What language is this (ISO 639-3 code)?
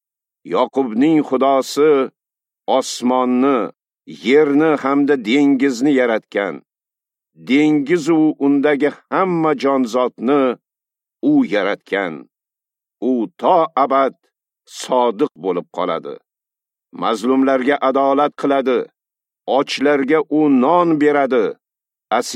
uzb